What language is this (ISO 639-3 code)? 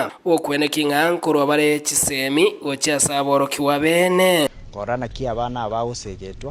guz